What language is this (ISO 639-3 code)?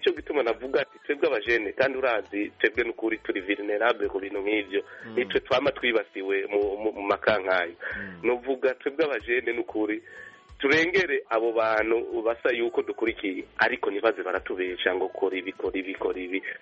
kin